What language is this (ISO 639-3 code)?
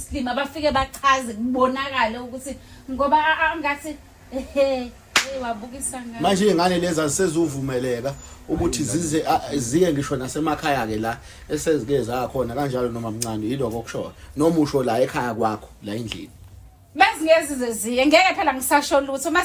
zul